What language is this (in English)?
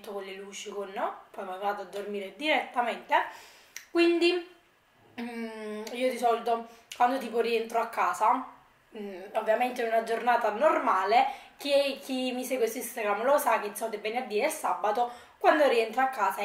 Italian